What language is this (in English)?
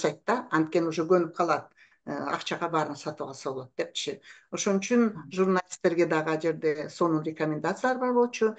Kyrgyz